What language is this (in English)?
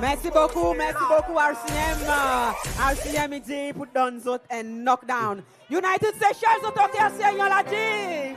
Seselwa Creole French